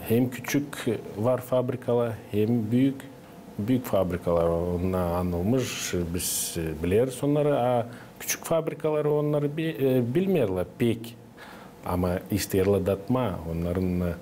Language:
Gagauz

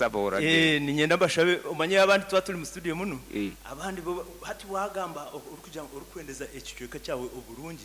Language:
Nyoro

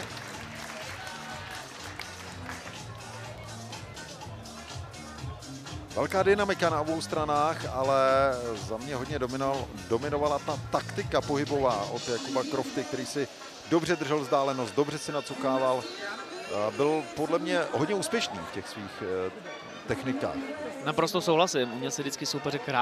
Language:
Czech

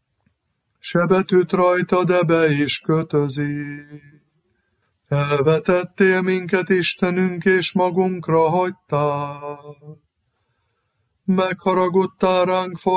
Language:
Hungarian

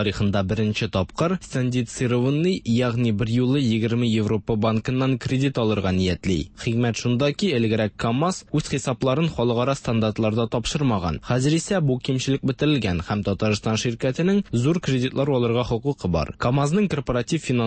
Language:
Tatar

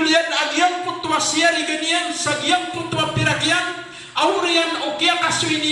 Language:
Maranao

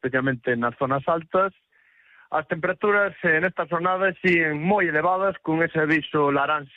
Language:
Galician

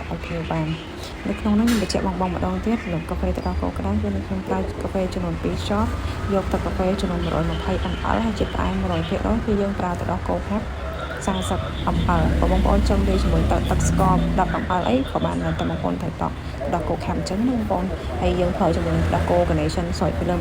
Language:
Khmer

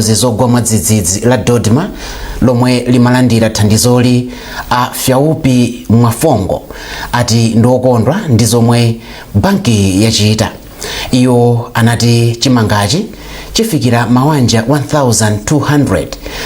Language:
Nyanja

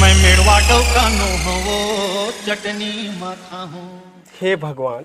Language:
Chhattisgarhi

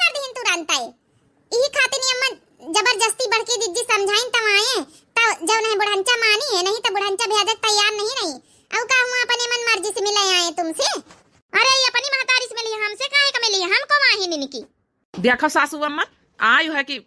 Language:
Awadhi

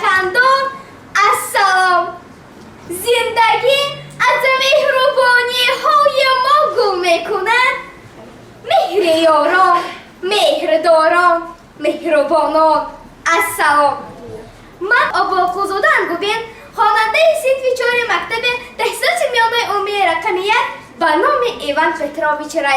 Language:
Tajik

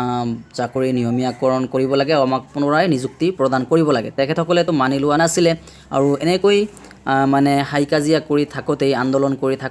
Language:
Assamese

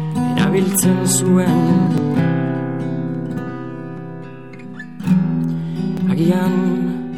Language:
Basque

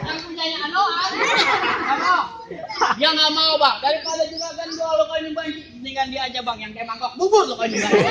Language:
Betawi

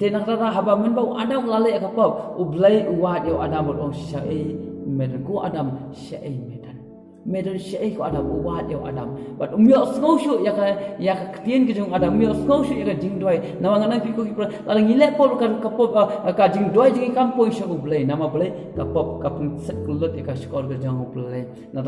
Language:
Khasi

